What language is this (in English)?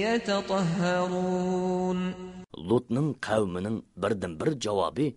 Uyghur